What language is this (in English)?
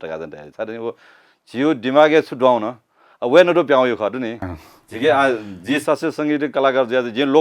Newari